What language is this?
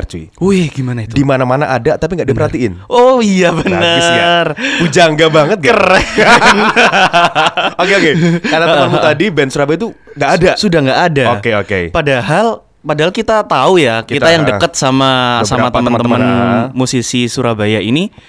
Indonesian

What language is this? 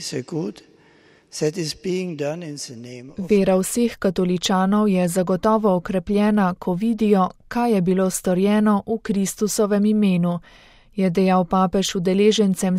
Slovenian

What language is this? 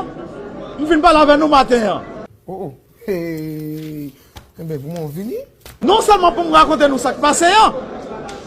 Haitian Creole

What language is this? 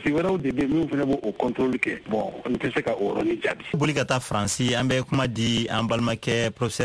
Bambara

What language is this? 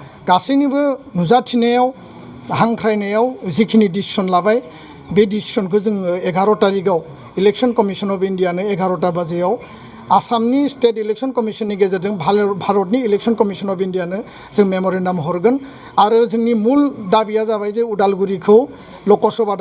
Bodo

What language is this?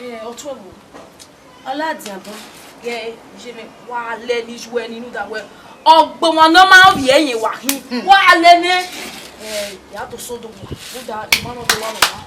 Bini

